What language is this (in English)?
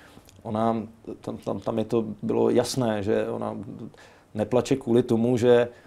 Czech